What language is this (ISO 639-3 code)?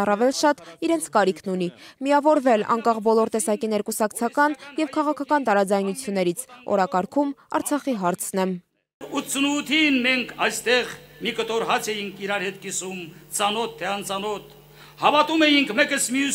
hye